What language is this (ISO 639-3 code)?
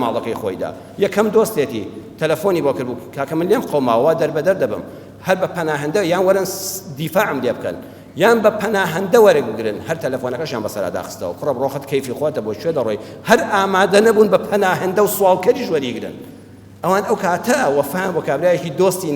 ckb